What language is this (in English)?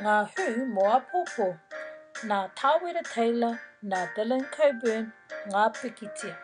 Māori